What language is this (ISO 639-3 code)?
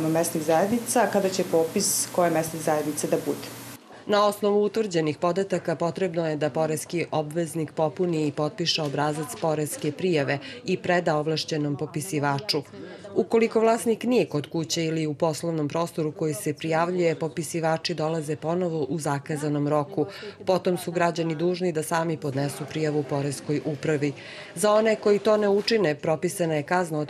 srp